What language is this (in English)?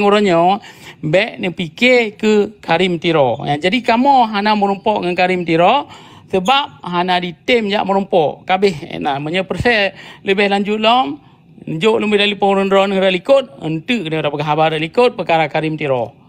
Achinese